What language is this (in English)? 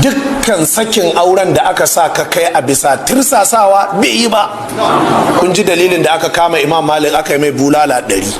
Hausa